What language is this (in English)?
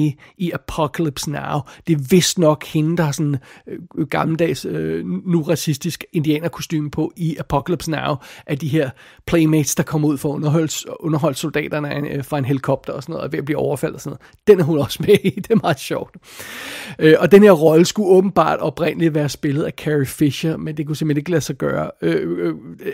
Danish